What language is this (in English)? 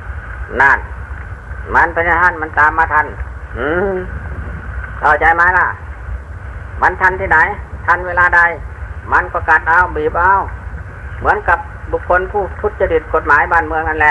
Thai